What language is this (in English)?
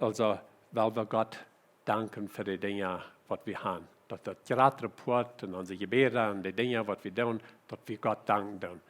Plautdietsch